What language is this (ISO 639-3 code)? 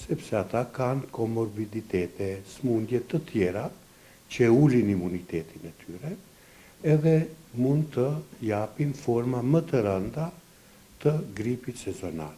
sqi